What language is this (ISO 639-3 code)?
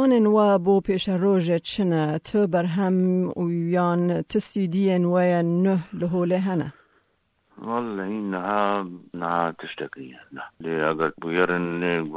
kur